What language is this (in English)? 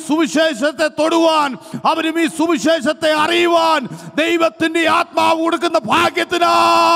Malayalam